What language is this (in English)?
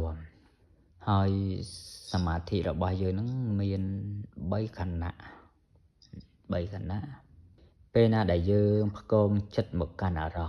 Khmer